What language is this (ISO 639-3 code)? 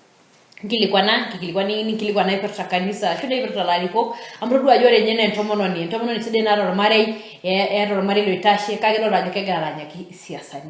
mas